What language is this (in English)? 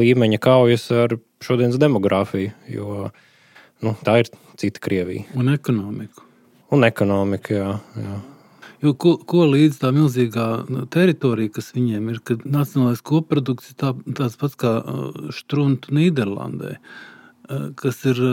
Latvian